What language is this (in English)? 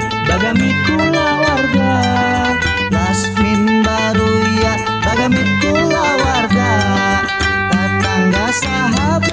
Banjar